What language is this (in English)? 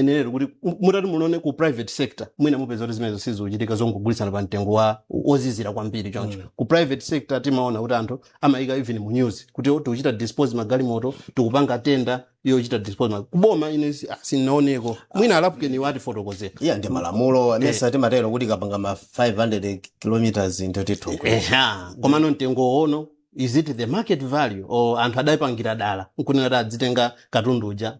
Nyanja